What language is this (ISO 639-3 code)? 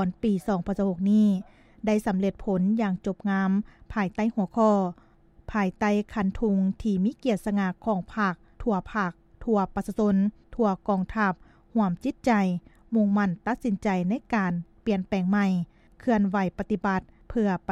lao